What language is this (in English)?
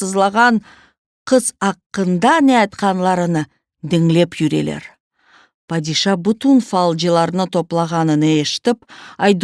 Crimean Tatar